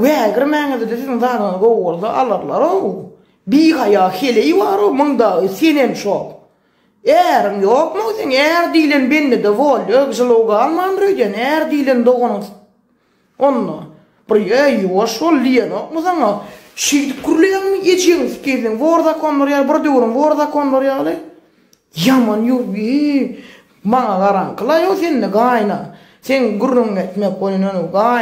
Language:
Turkmen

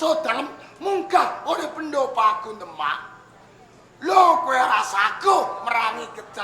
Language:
Javanese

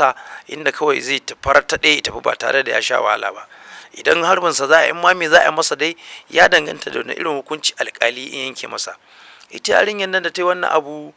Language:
Hausa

